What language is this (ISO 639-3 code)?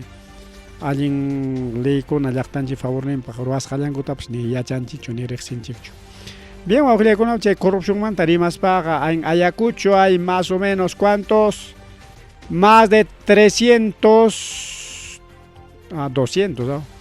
quy